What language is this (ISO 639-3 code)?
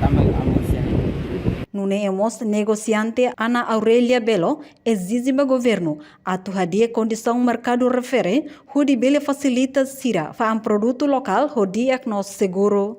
tet